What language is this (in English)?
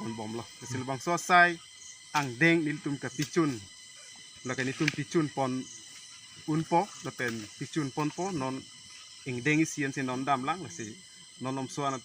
Karbi